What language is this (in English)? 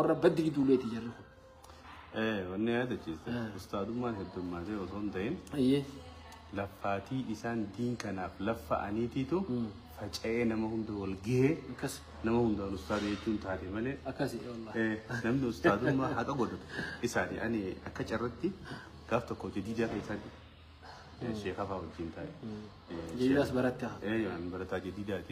Oromo